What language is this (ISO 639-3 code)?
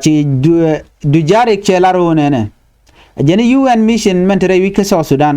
nus